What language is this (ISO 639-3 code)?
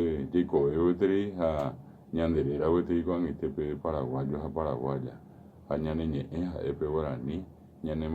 grn